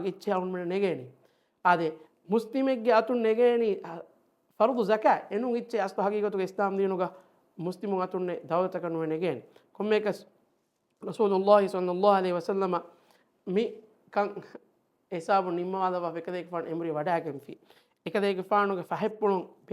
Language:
Divehi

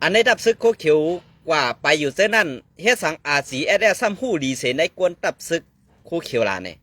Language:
Shan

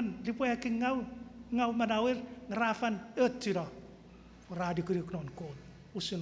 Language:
Chuukese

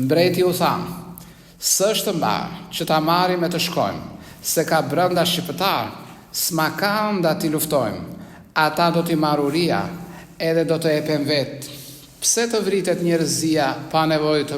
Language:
Albanian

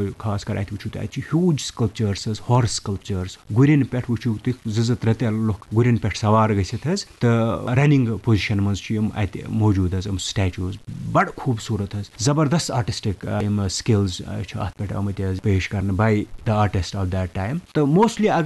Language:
Kashmiri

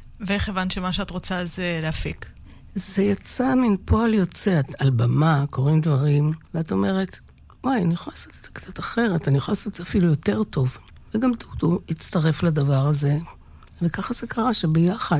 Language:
Hebrew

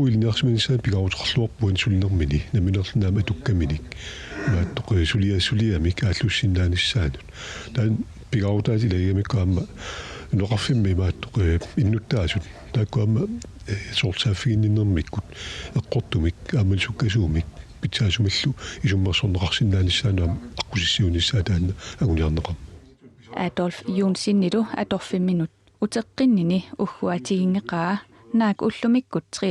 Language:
Kalaallisut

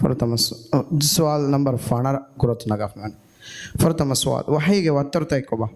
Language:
Divehi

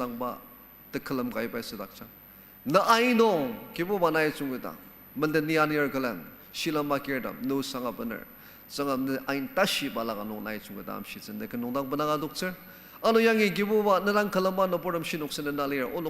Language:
Ao Naga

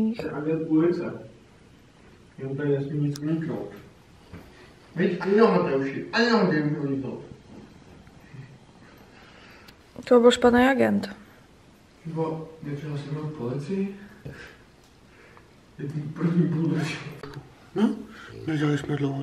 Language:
Czech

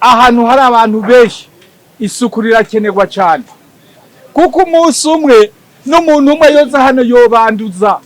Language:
Rundi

